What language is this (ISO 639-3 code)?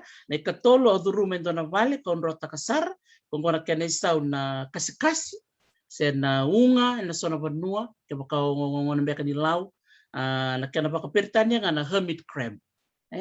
fij